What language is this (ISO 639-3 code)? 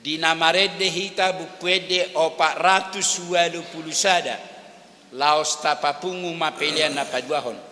bbc